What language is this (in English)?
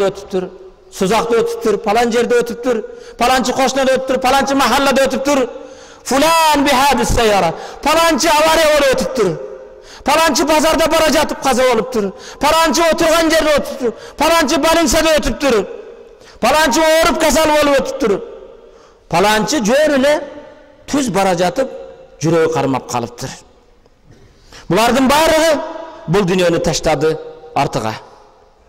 Kyrgyz